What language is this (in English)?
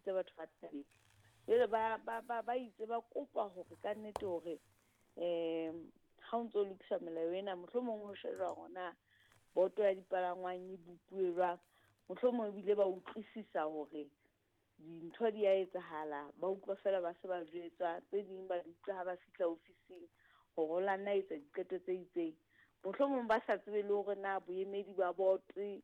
Southern Sotho